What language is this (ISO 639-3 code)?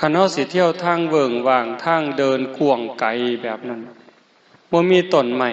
tts